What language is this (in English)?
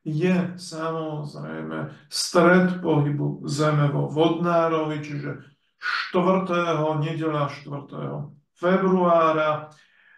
Slovak